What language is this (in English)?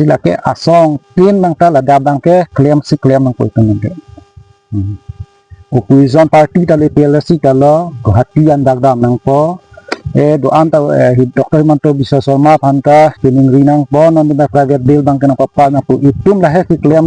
Karbi